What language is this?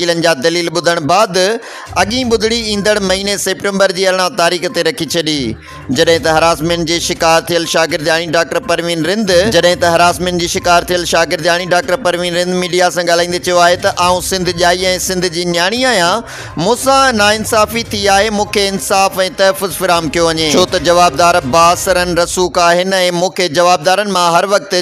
Sindhi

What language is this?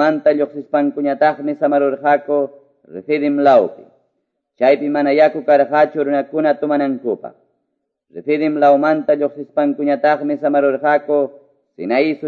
Quechua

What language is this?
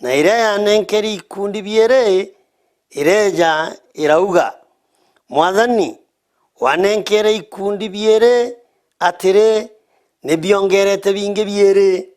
Meru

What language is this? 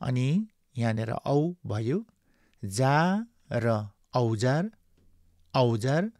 Nepali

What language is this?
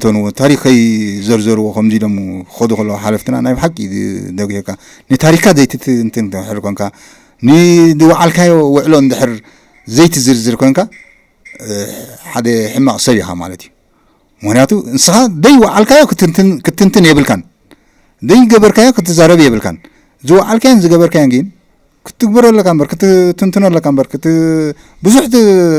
Tigrinya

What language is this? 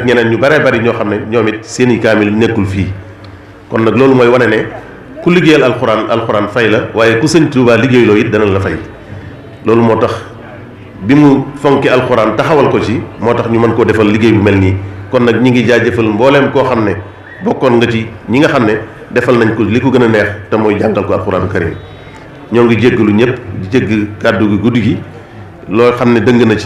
Wolof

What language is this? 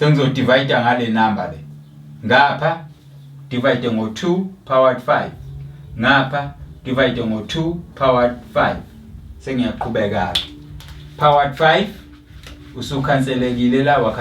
Zulu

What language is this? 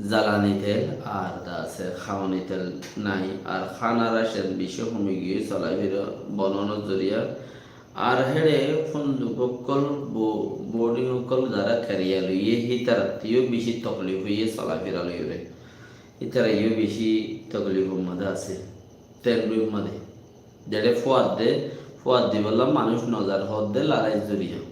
Rohingya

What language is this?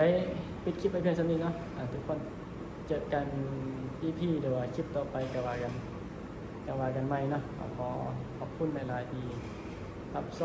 Northeastern Thai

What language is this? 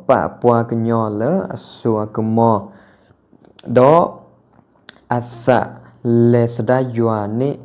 S'gaw Karen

